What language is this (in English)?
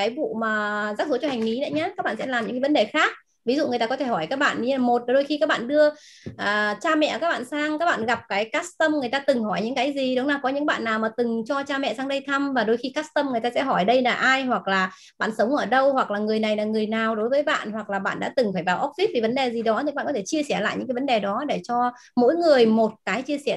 Vietnamese